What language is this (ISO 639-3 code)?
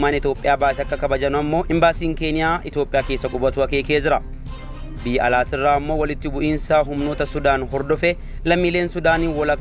orm